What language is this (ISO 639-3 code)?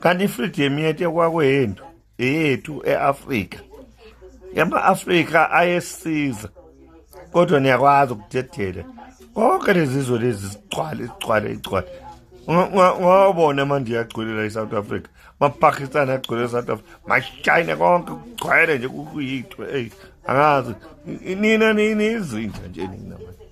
zul